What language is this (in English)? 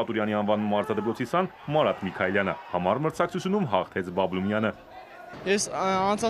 Armenian